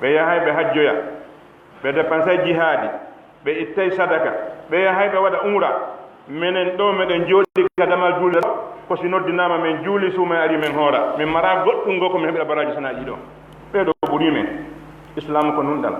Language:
Pular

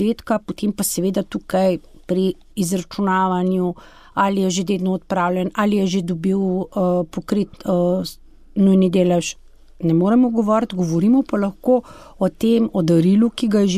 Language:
Slovenian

